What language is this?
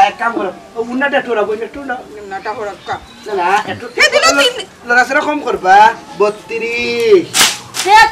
Sylheti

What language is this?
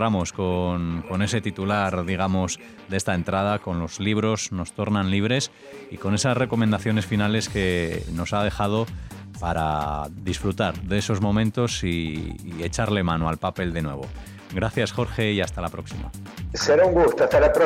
Spanish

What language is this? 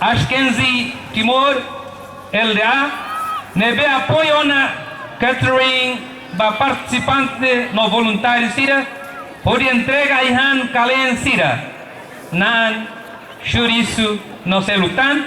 Tetum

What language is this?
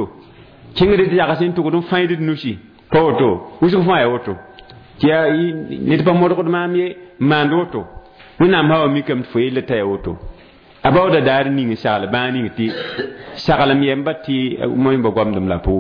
Mossi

